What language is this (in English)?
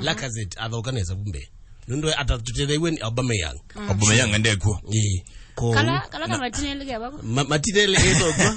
Kamba